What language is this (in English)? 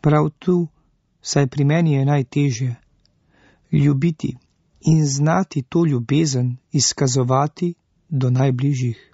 Slovenian